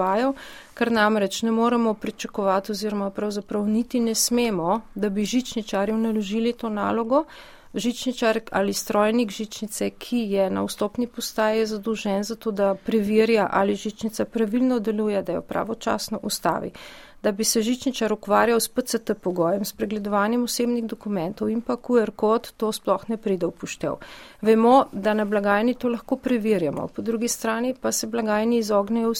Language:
Slovenian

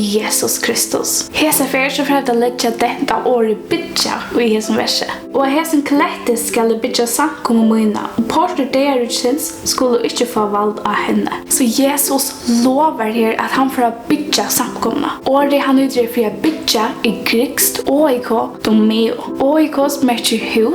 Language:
Faroese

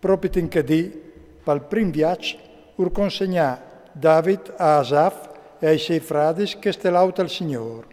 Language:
Friulian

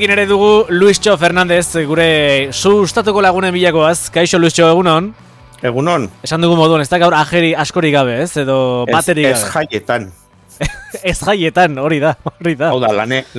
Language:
Basque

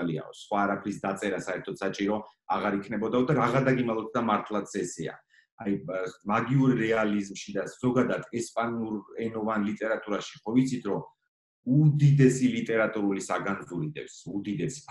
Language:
Georgian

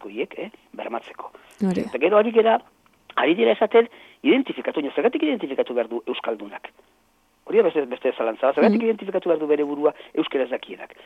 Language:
Basque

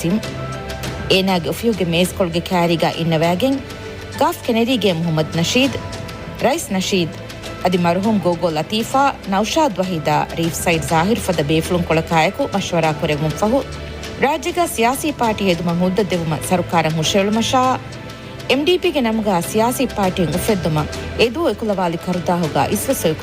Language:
Divehi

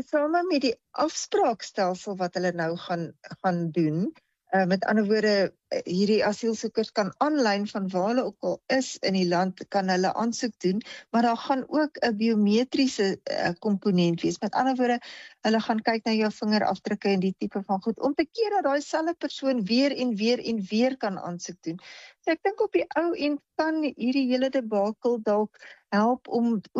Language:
Afrikaans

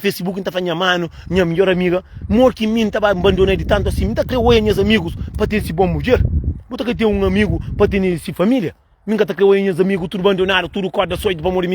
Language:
Kabuverdianu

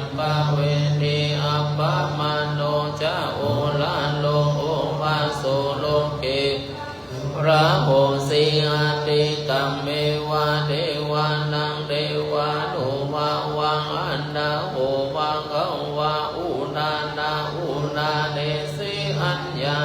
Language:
Pali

